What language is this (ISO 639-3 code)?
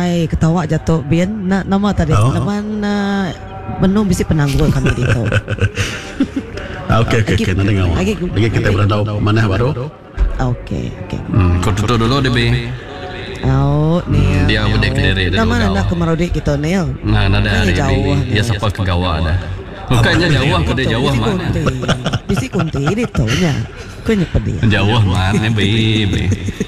iba